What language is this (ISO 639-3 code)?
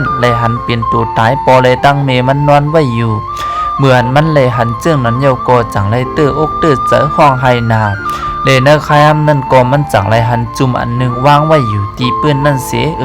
shn